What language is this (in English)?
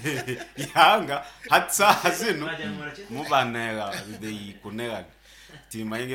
Nyankole